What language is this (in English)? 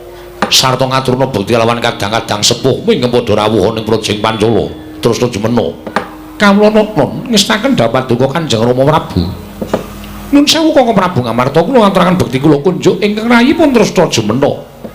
Javanese